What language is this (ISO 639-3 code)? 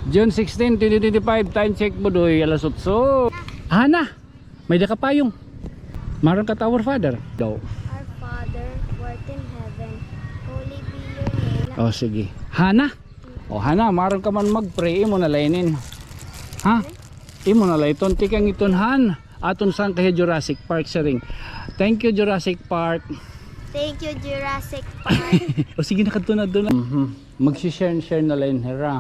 war